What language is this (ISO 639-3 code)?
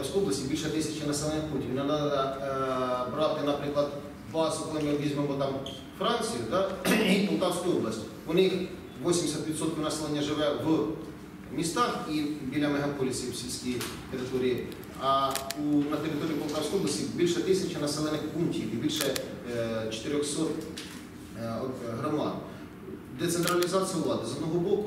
ukr